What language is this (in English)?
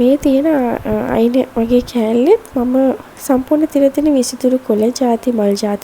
Sinhala